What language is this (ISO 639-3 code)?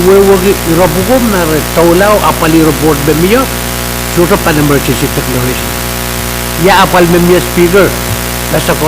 pon